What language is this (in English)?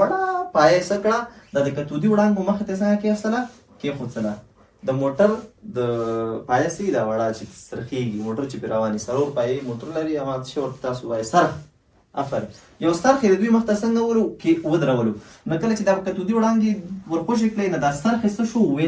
Pashto